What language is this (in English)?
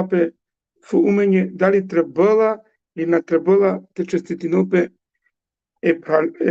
Balkan Romani